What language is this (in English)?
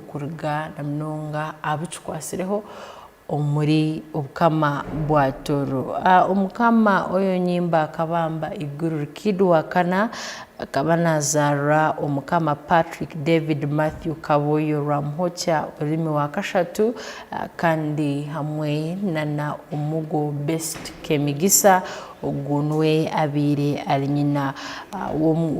Tooro